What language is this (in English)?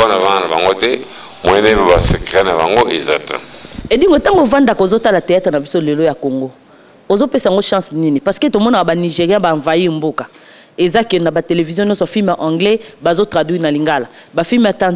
Lingala